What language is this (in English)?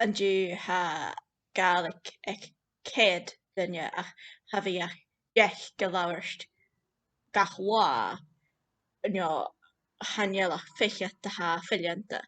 Scottish Gaelic